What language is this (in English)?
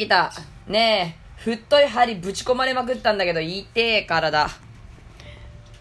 Japanese